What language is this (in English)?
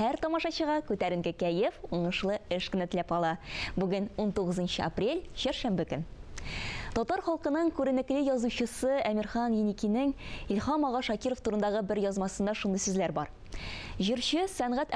Tatar